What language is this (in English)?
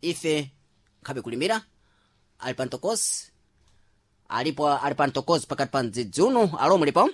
Sena